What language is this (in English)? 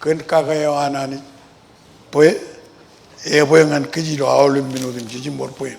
Marshallese